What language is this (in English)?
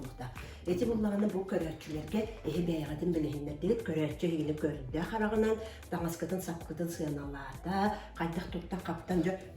Yakut